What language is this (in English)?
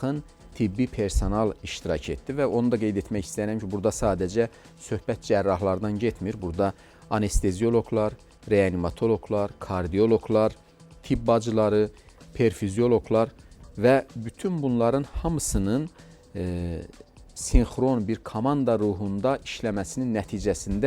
Azerbaijani